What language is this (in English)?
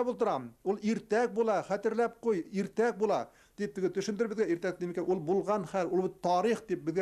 Bashkir